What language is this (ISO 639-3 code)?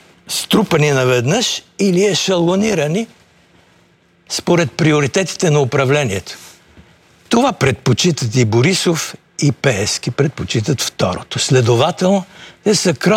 bul